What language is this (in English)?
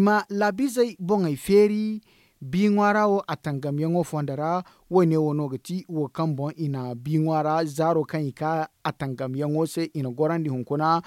Zarma